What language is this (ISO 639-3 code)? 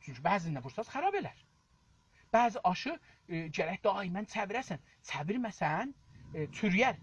azb